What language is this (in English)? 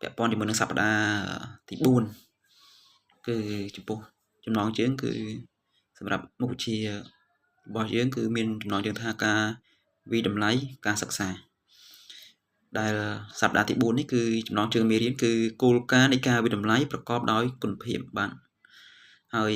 Khmer